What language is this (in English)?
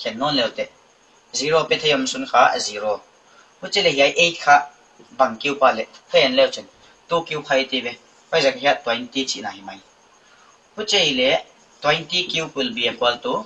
Paite Chin